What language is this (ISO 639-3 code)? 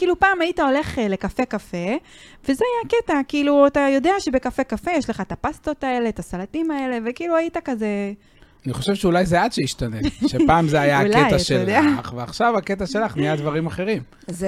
heb